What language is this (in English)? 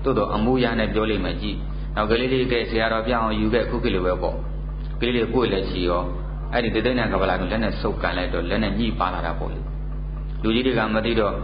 Burmese